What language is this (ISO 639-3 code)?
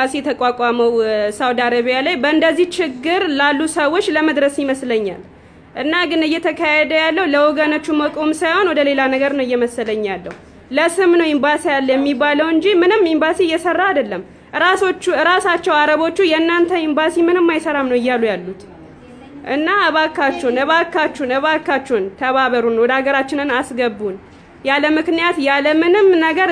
amh